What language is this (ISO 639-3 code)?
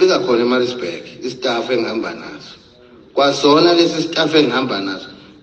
zul